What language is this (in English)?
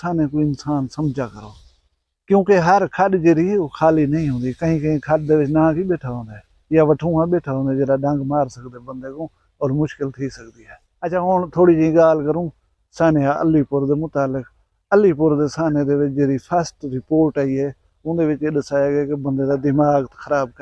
Saraiki